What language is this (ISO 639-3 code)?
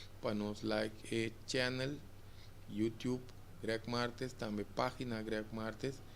pap